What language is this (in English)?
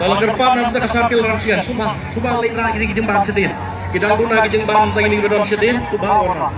Khasi